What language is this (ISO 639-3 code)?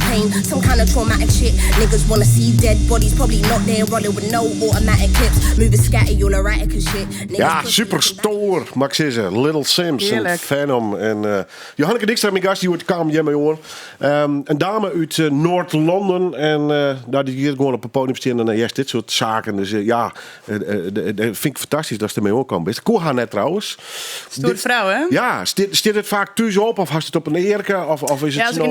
fry